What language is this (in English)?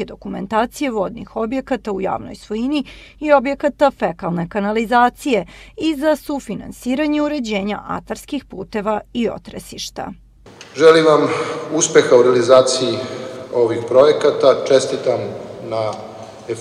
Serbian